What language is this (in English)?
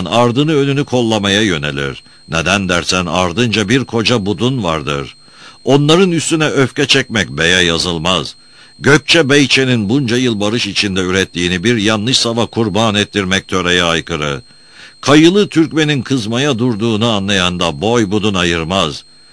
Turkish